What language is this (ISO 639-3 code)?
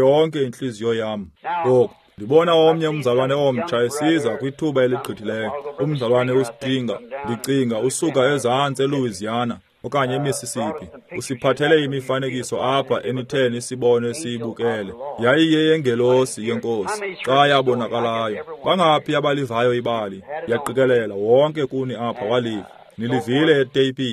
xho